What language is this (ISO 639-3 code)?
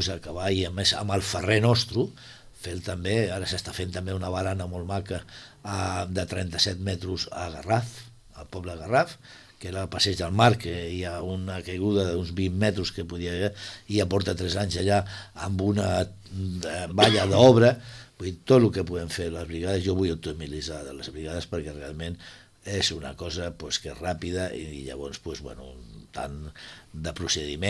cat